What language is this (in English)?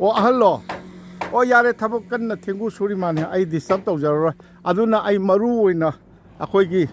Manipuri